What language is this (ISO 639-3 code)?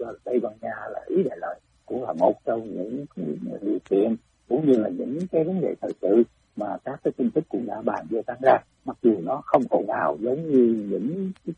vie